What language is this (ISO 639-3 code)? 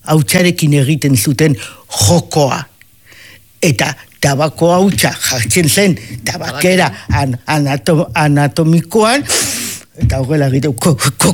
eus